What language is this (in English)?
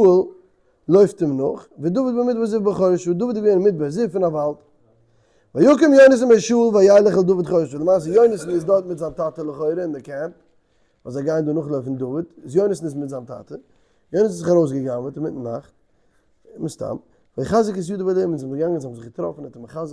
Yiddish